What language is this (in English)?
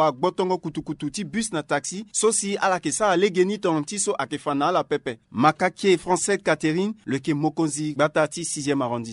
Sango